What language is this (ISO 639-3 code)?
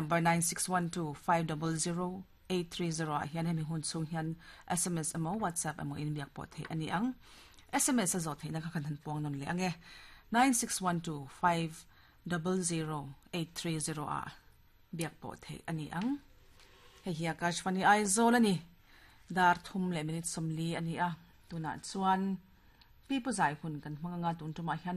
lus